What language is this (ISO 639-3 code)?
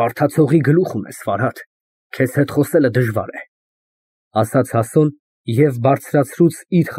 hye